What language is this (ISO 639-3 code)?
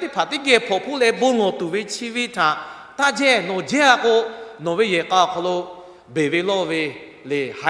lhu